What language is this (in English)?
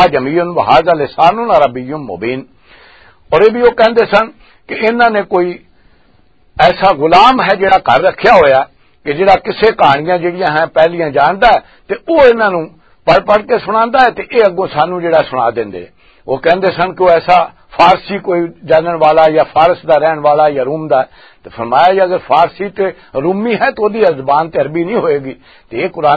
Western Panjabi